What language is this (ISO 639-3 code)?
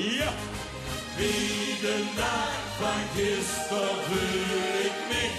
lim